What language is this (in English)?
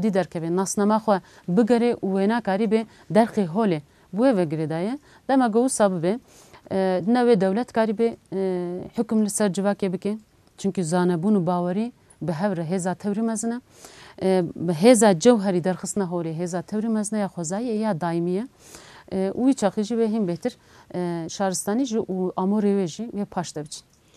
Kurdish